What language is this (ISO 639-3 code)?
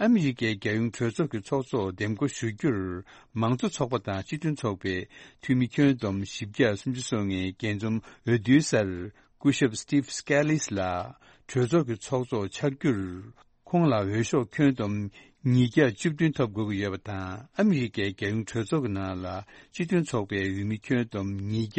bod